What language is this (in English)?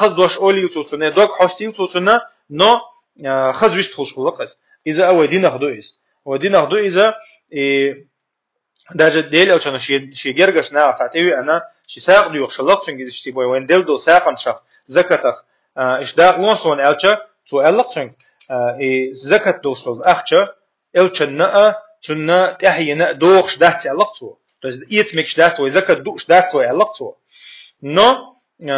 Chechen